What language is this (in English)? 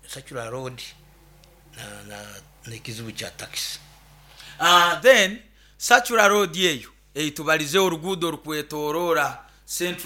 Nyoro